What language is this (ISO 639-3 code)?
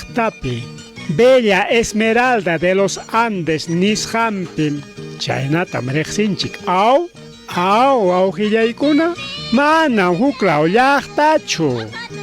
quy